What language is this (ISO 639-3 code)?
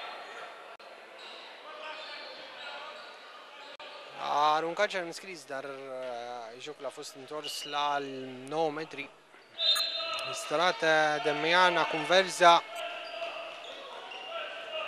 ron